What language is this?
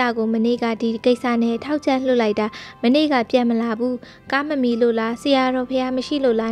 Burmese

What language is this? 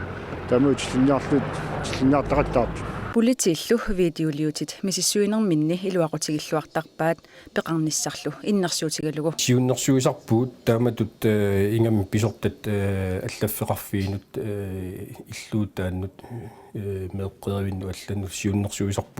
Kalaallisut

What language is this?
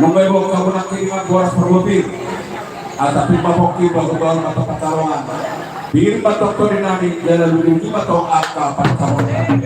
Batak Toba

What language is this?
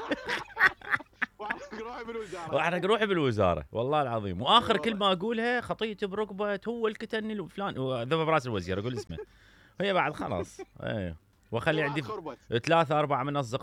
Mesopotamian Arabic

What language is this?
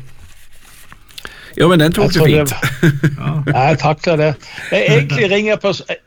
Norwegian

